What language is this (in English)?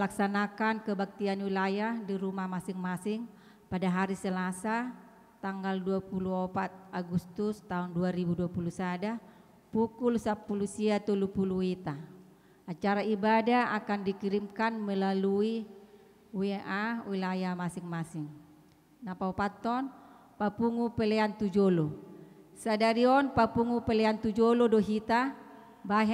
Batak Toba